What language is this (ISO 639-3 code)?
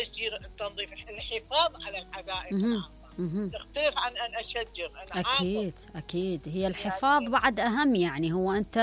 acm